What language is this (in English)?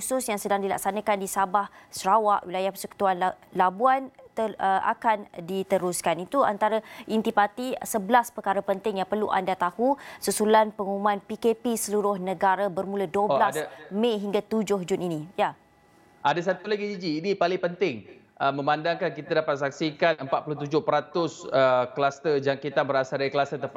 Malay